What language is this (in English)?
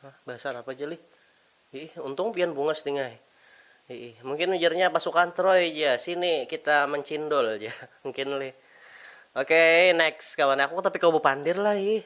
Banjar